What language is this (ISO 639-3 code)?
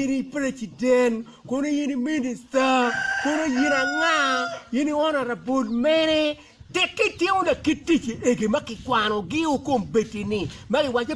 ach